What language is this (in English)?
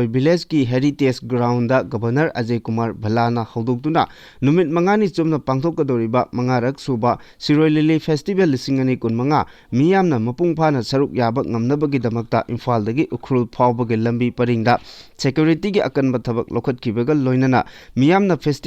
Manipuri